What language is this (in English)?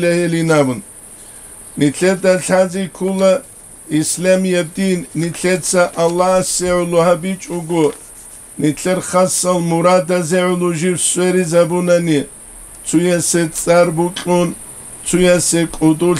Avaric